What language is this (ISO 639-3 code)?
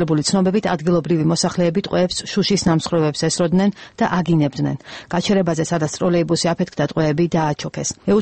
kat